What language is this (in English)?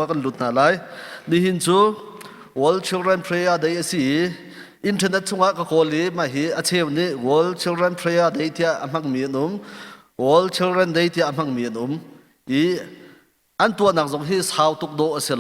Hakha Chin